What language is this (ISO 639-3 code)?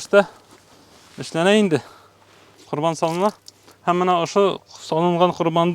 bak